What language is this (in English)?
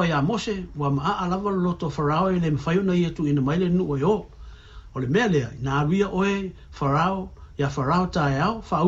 Samoan